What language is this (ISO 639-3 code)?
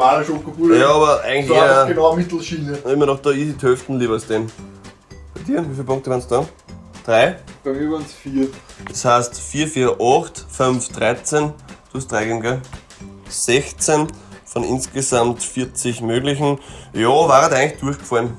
bar